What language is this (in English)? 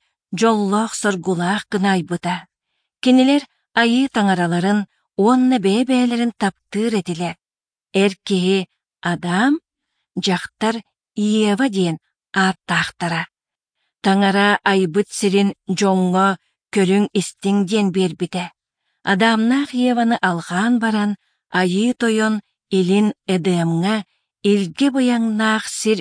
Yakut